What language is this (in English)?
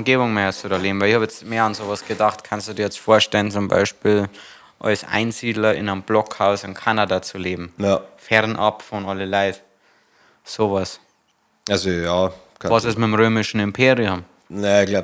Bavarian